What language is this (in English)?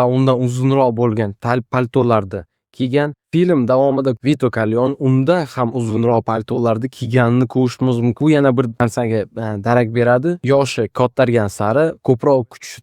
Uzbek